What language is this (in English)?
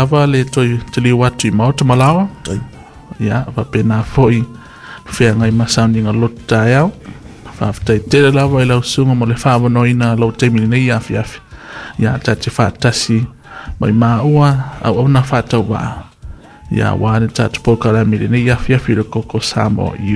Samoan